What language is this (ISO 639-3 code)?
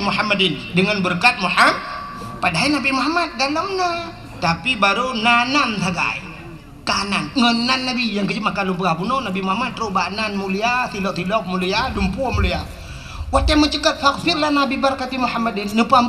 ace